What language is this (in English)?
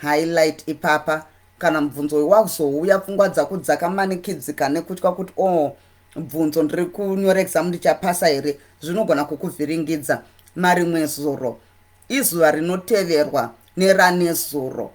Shona